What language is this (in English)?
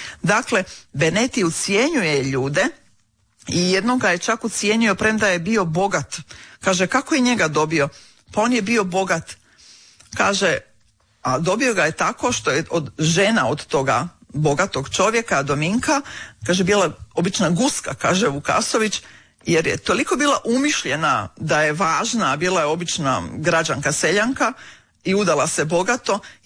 Croatian